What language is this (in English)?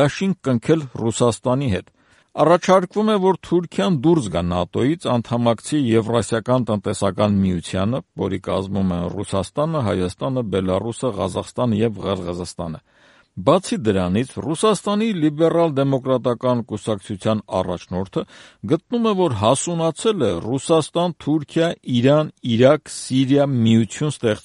Armenian